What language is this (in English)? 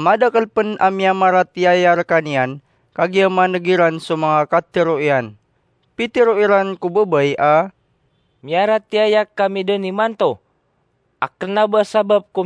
Maranao